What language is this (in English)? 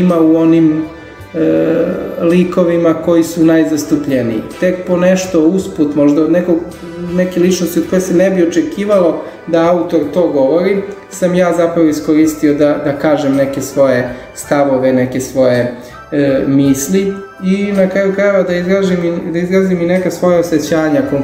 Serbian